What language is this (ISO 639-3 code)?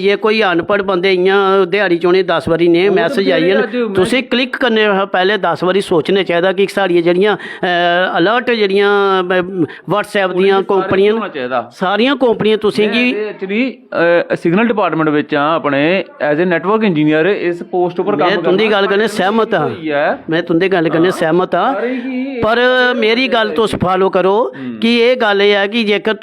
doi